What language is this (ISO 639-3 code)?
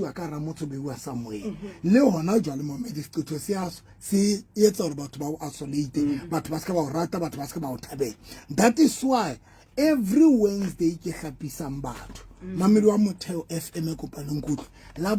sot